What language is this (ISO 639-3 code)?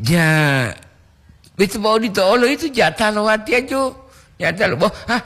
gor